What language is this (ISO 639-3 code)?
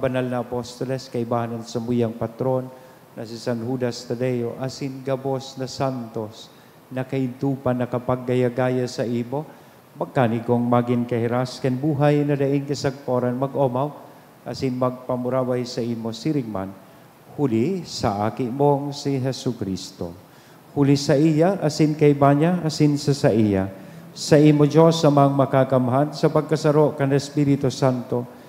bik